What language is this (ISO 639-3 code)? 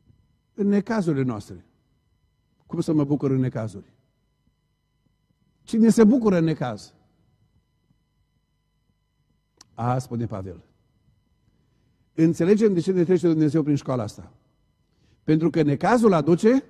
ron